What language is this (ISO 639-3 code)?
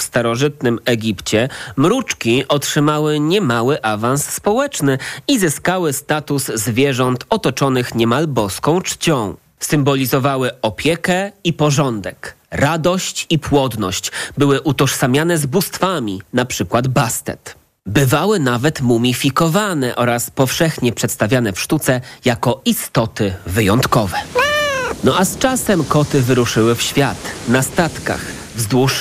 pol